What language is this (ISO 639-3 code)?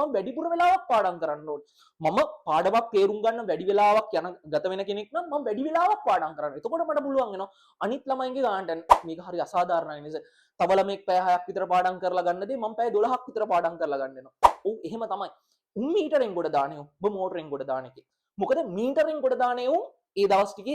sin